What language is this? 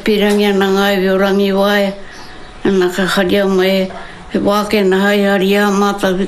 Māori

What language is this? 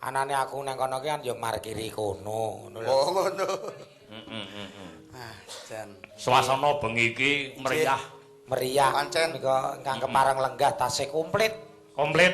Javanese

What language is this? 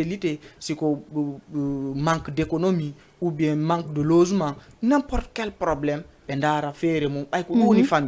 Fula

